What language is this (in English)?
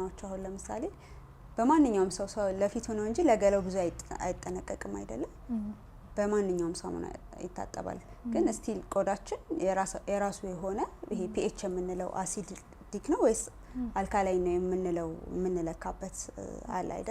Amharic